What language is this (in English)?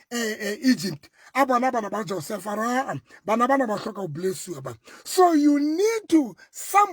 Southern Sotho